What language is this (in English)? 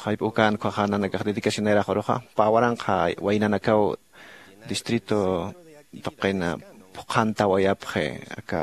Aymara